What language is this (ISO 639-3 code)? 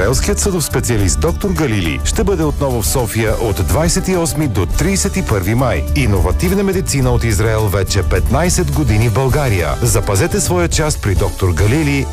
bul